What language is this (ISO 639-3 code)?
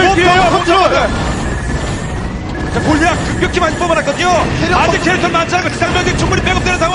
kor